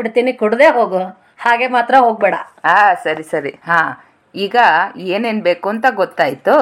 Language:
Kannada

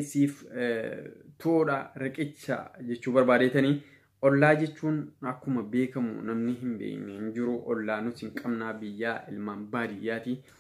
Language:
Oromo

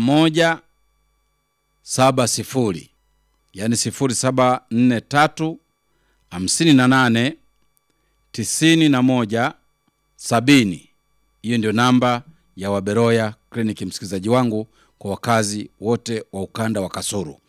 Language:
Swahili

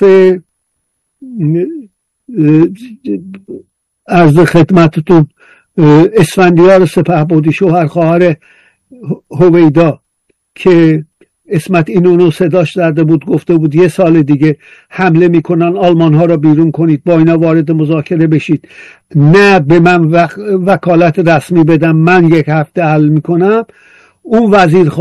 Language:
Persian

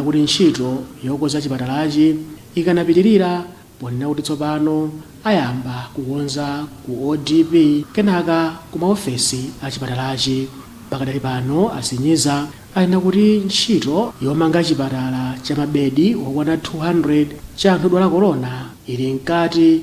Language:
Nyanja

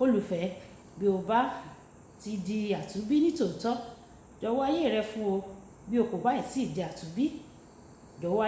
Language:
Yoruba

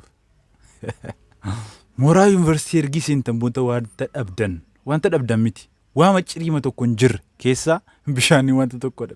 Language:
Oromo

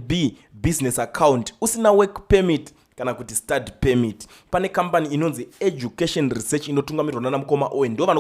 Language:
Shona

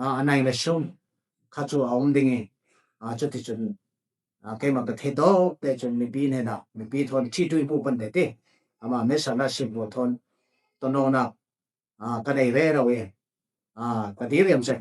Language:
Falam Chin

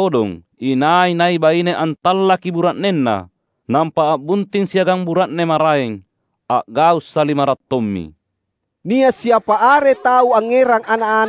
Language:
Makasar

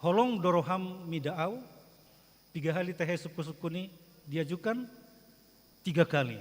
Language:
Batak Toba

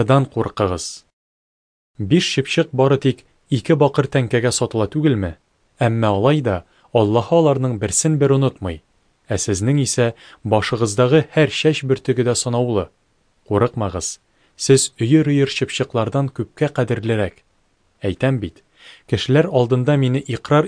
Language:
Tatar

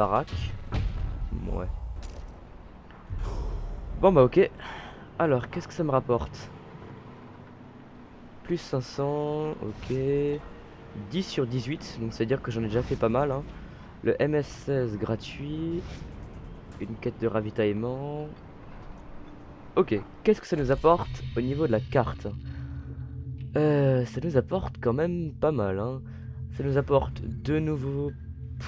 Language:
French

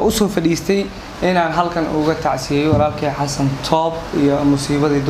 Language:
Somali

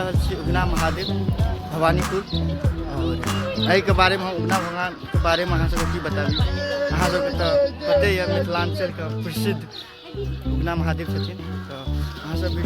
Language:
Maithili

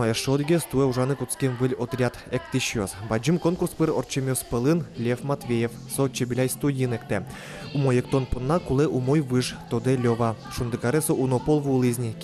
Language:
Udmurt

